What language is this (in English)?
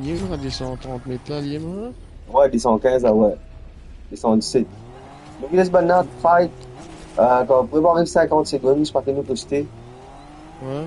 Morisyen